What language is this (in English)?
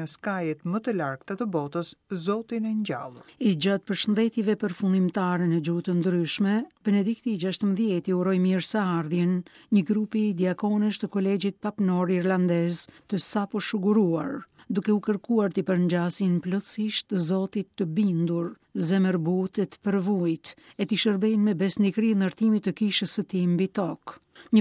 Albanian